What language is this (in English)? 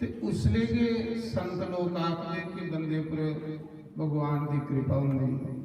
Dogri